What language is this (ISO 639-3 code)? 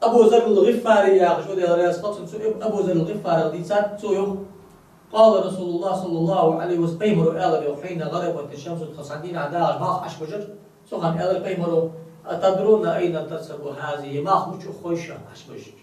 inh